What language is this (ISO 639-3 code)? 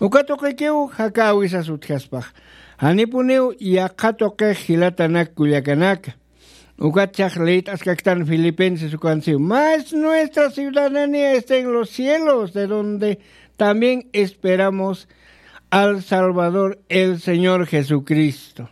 aym